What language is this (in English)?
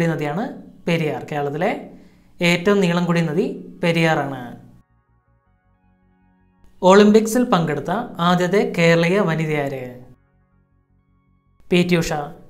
Malayalam